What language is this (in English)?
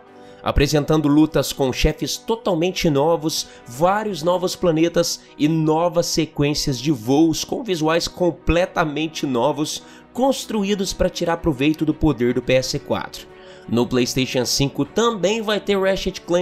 Portuguese